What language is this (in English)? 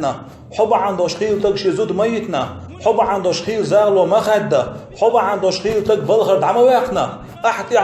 Chechen